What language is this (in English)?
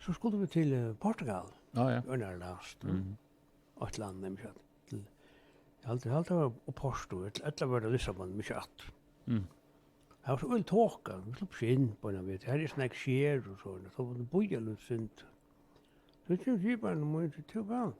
Faroese